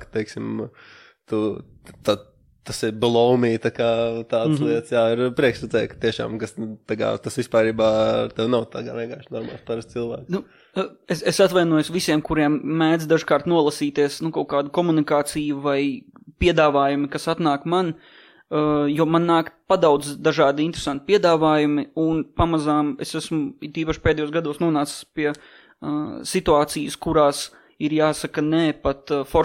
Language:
Latvian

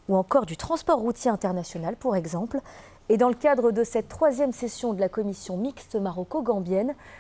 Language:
French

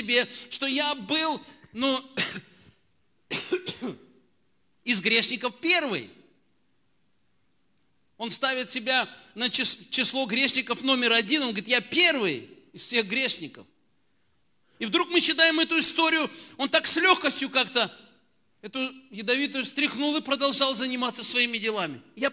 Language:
Russian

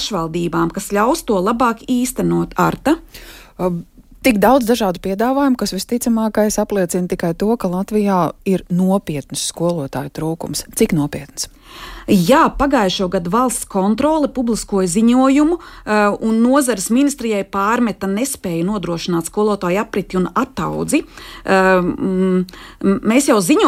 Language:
Latvian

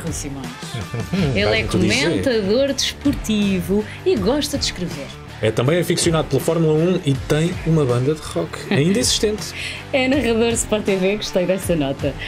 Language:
Portuguese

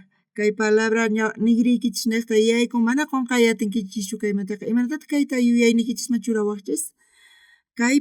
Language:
South Bolivian Quechua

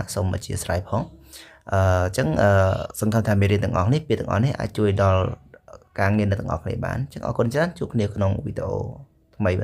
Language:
Khmer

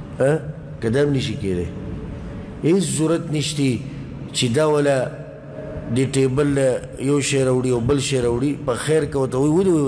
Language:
Pashto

